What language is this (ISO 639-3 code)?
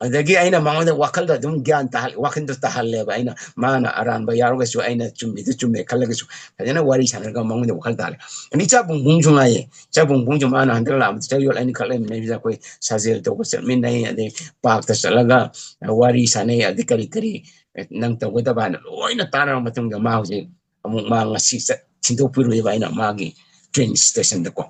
mni